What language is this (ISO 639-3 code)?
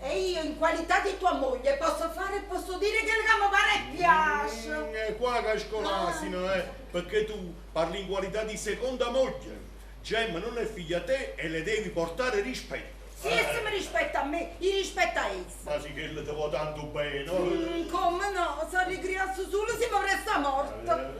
nap